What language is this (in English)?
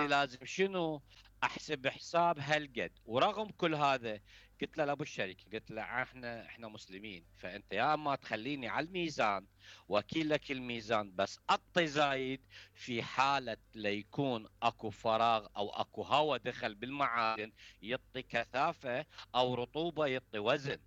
Mesopotamian Arabic